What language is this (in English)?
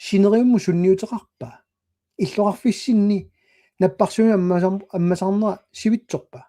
Kalaallisut